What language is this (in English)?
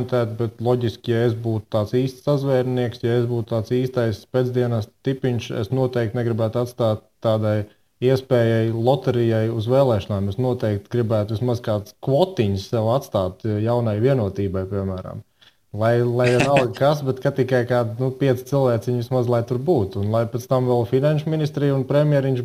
Latvian